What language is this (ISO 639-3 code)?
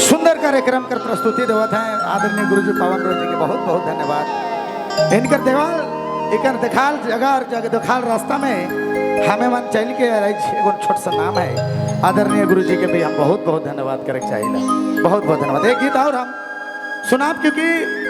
sck